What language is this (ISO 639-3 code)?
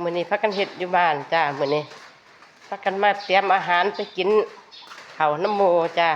tts